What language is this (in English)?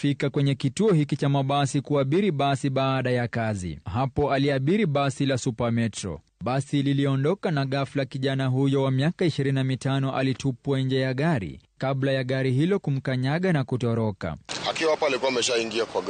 Swahili